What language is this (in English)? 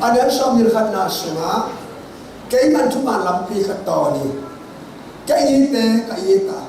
Tedim Chin